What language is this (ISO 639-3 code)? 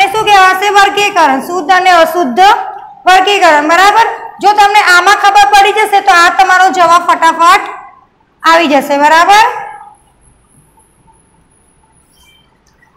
guj